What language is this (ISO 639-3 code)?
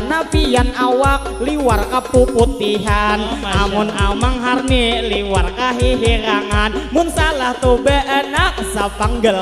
bjn